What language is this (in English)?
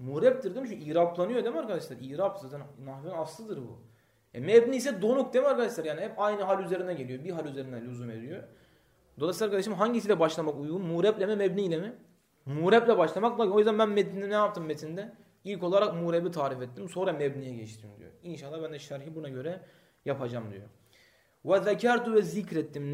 Turkish